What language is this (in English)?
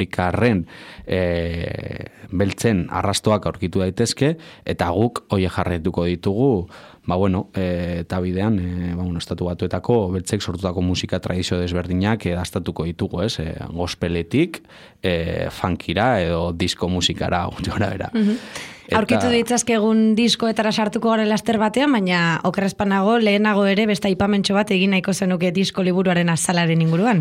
Basque